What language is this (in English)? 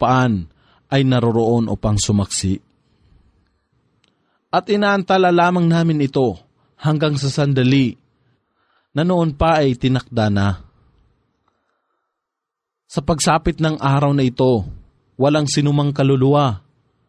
Filipino